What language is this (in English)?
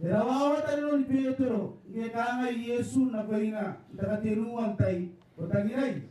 Gilbertese